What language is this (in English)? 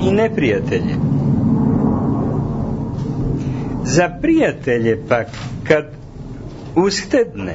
Serbian